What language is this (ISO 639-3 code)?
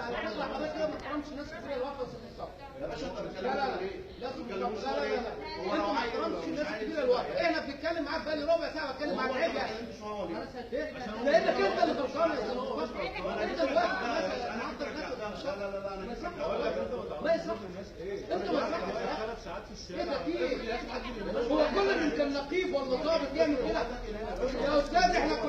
arz